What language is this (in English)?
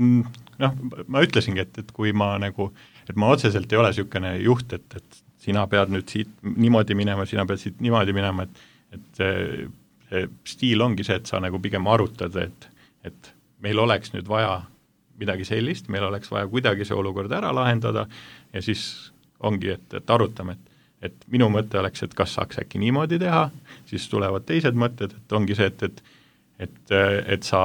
Estonian